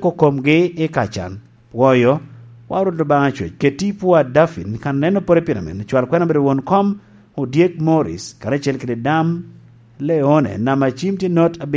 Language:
Lango (Uganda)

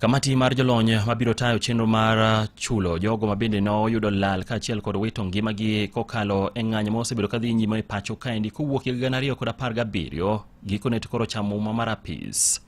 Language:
Luo (Kenya and Tanzania)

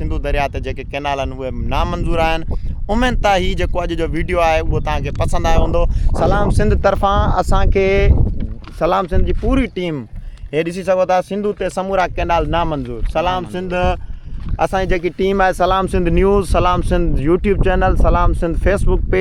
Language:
Sindhi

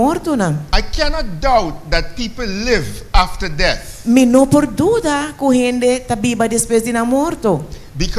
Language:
Papiamento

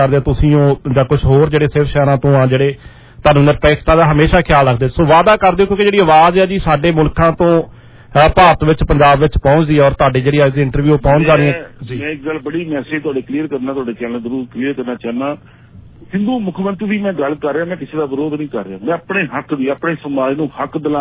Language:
Punjabi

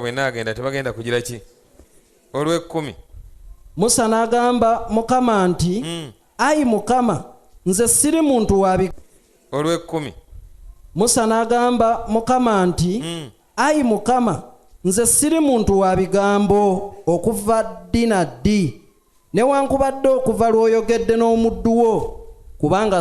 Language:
Ganda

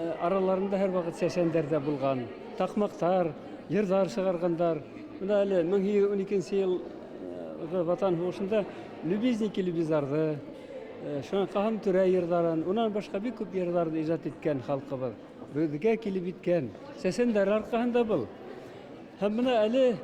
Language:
Bashkir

